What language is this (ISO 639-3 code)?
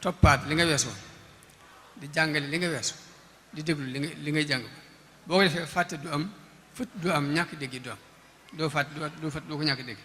wol